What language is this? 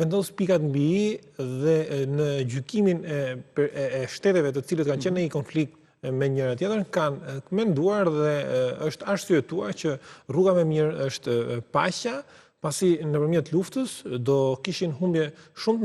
Albanian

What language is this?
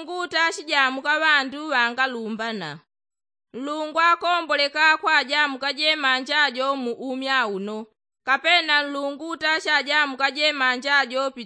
Yao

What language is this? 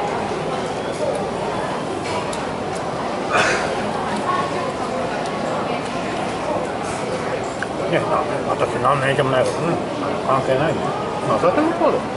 Japanese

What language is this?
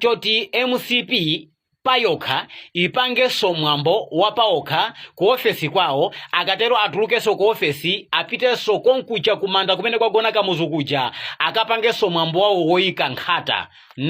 Nyanja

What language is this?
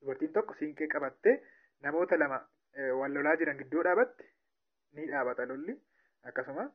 Oromo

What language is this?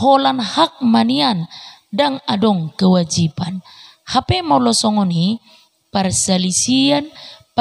Batak Toba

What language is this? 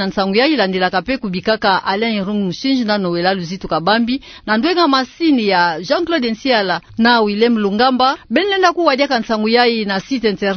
Kituba (Democratic Republic of Congo)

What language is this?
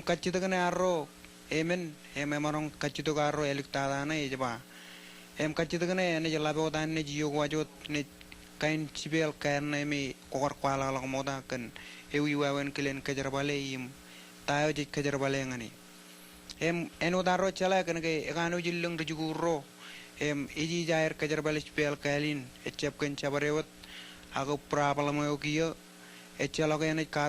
Marshallese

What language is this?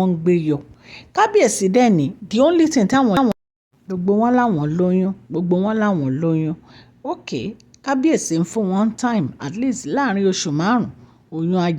Yoruba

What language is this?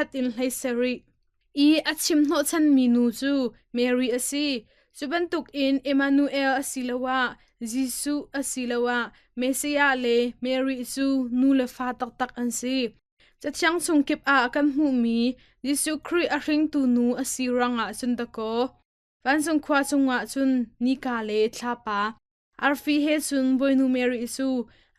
Hakha Chin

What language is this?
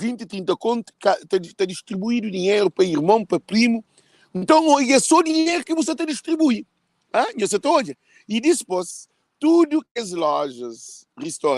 Kabuverdianu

